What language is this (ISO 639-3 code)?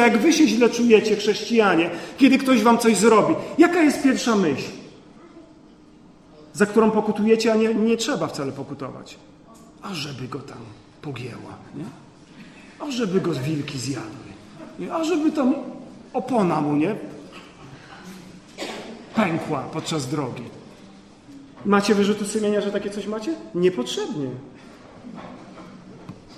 pol